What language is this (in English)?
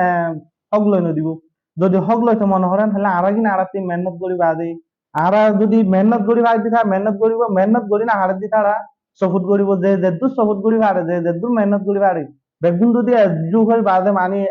Rohingya